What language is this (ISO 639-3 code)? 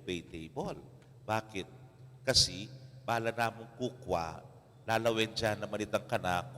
pam